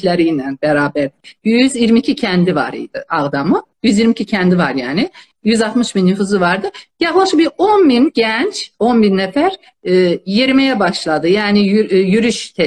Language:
South Azerbaijani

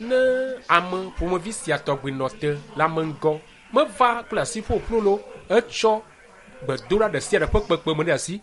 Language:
Ewe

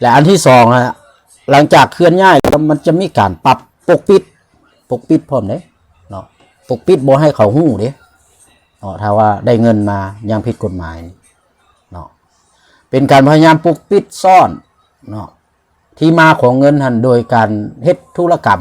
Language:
Lao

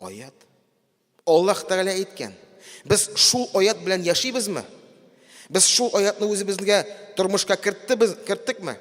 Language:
Tatar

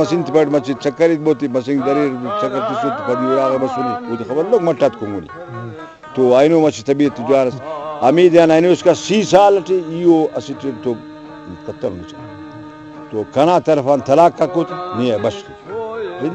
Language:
Brahui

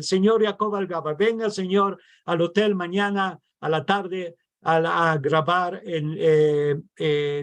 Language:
Ladino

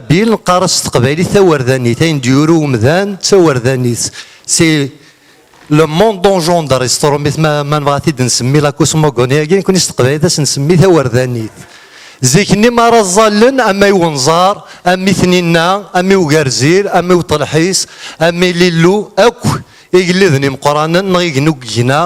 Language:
Kabyle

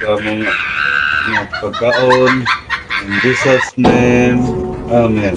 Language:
Cebuano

